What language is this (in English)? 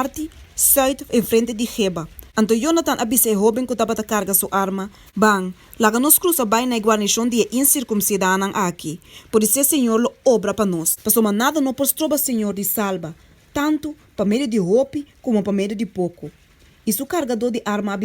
Papiamento